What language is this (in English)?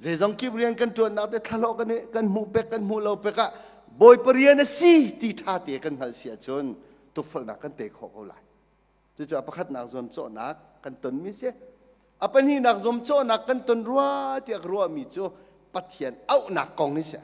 Hakha Chin